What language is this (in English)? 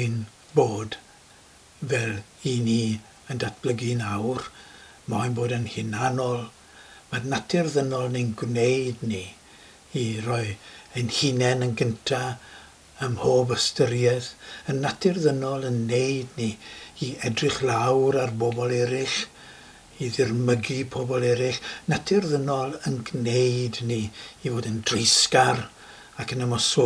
Welsh